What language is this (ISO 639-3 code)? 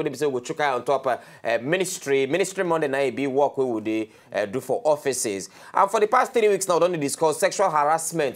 pcm